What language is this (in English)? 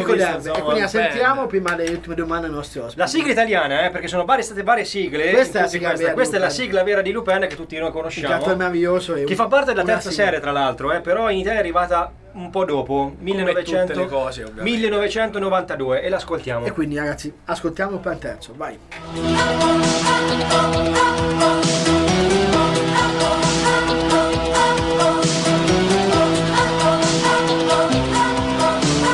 Italian